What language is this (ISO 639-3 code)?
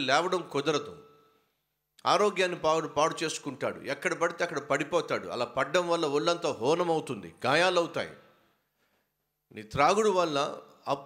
tel